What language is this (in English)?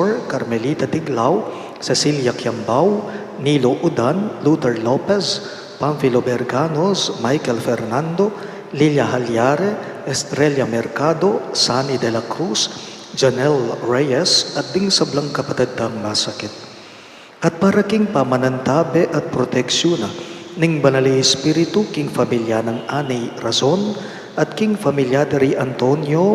Pampanga